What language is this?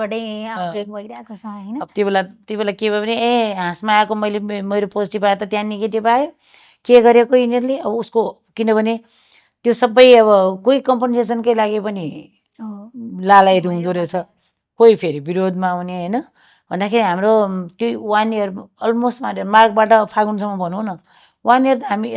Nepali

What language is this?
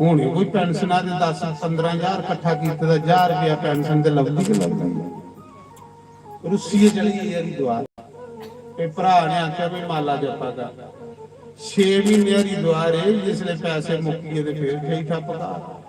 Dogri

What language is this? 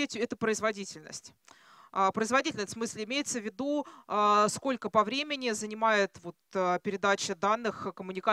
Russian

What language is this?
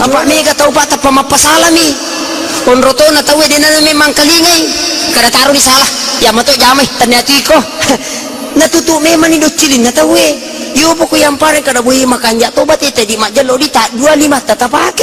Buginese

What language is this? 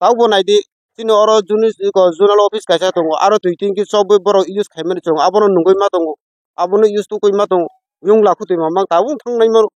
Kok Borok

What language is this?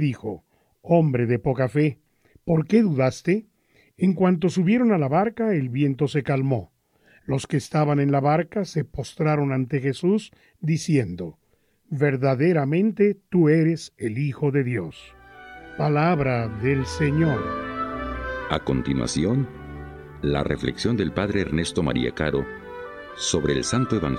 Spanish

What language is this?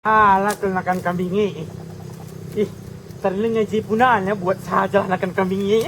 Batak Karo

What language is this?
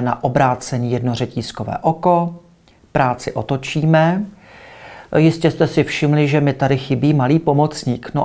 Czech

